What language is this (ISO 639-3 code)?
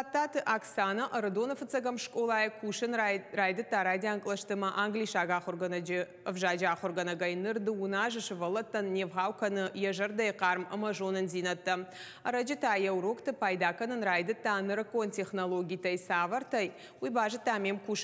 oss